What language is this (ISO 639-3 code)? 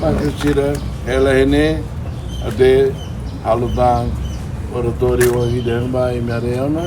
tet